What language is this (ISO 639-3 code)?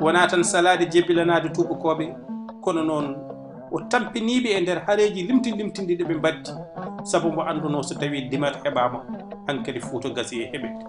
ful